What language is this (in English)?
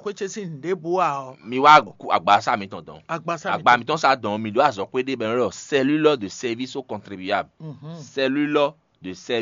Fon